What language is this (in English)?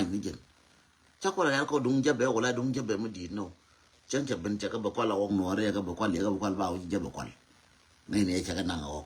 Nuer